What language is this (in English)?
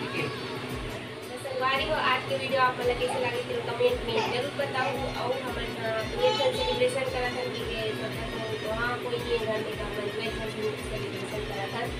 Chhattisgarhi